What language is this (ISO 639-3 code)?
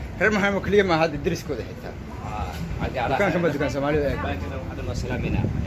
som